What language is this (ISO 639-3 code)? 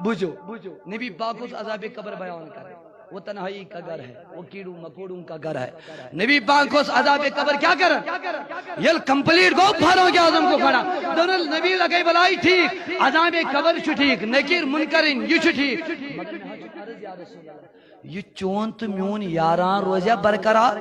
kas